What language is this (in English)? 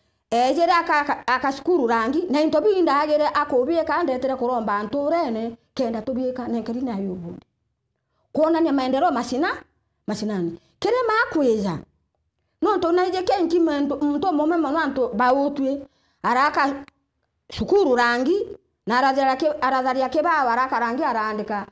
Meru